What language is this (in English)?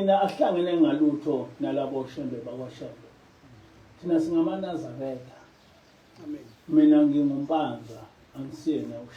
Zulu